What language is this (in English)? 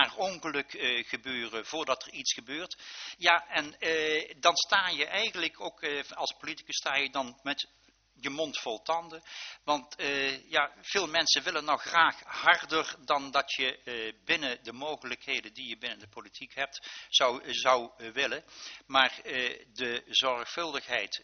Dutch